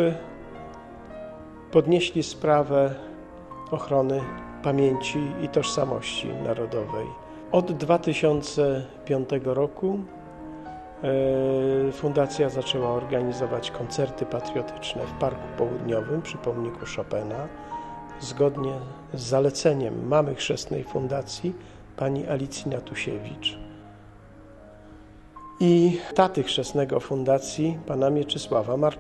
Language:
Polish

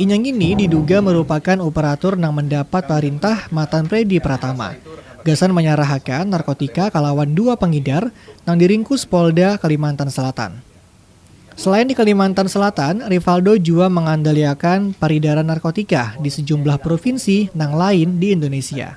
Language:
Banjar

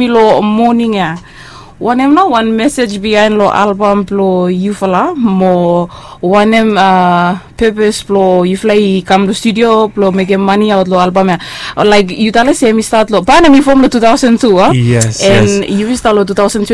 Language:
Bislama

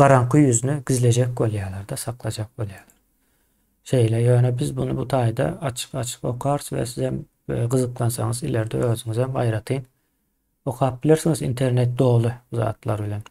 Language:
Turkmen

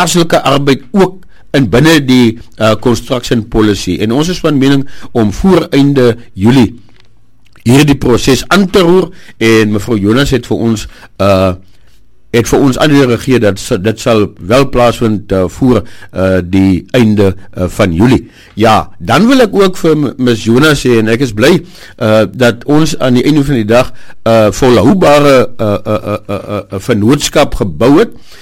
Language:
Afrikaans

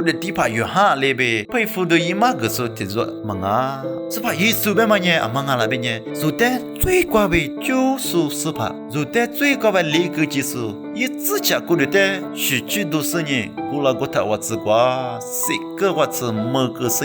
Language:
Lisu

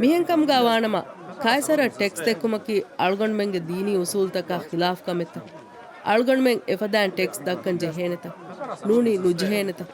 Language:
Divehi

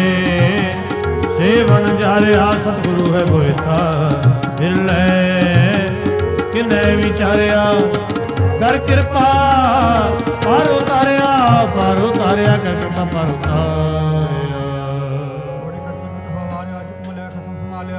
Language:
Punjabi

